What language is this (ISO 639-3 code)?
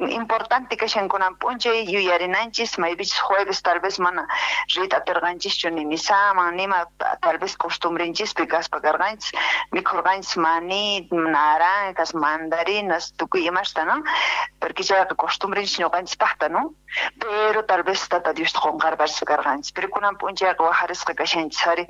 quh